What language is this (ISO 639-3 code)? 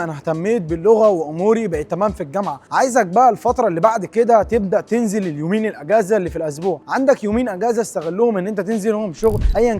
arz